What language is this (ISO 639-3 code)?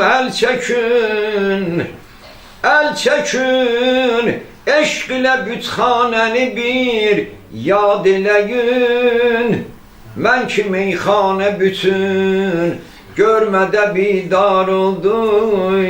aze